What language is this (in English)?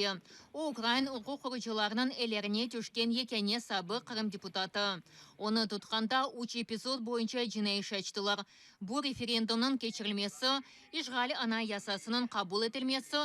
Crimean Tatar